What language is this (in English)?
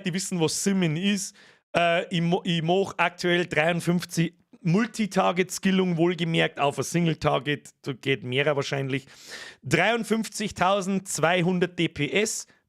Bavarian